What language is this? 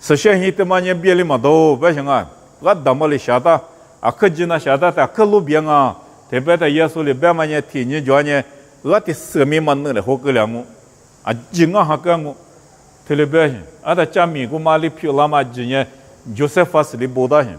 Lisu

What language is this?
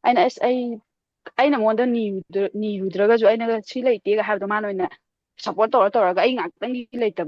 Manipuri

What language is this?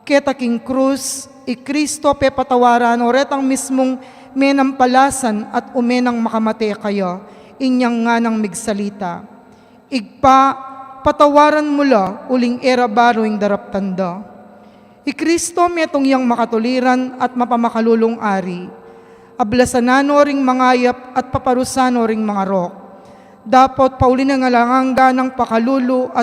Pampanga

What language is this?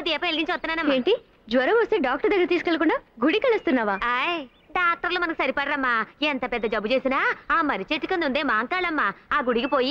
Telugu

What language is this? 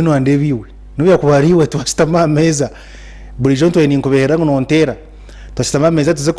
Nyankole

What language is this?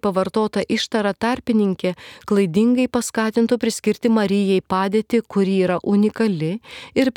Lithuanian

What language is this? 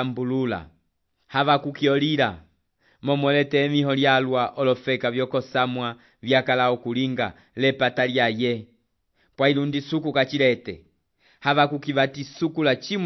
Umbundu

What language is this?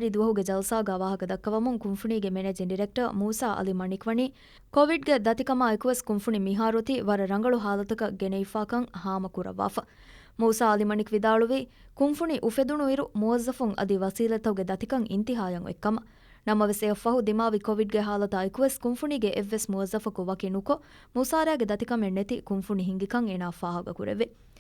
Divehi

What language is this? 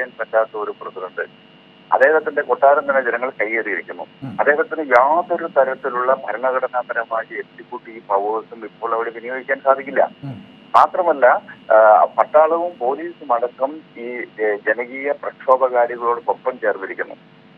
Malayalam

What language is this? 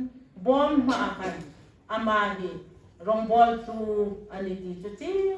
Hmar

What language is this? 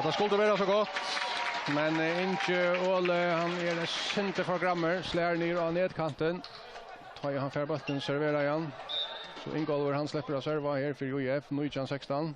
Faroese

